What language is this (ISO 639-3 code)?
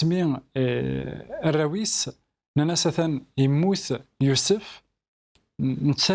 kab